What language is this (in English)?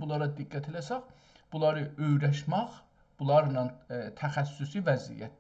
South Azerbaijani